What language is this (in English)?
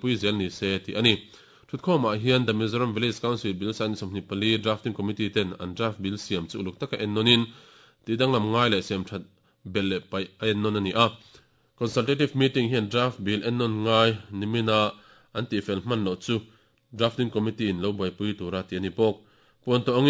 Mizo